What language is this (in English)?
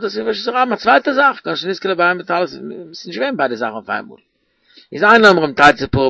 Yiddish